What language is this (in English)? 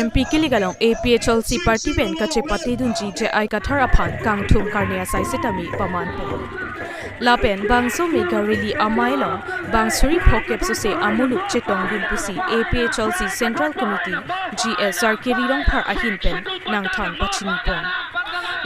Karbi